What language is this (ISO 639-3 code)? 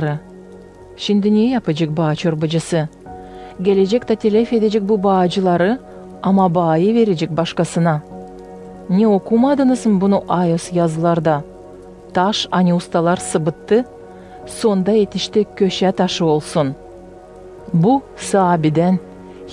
gag